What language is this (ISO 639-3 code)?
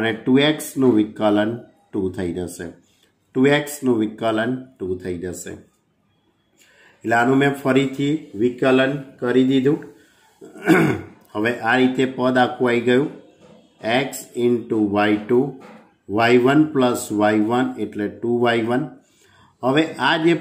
guj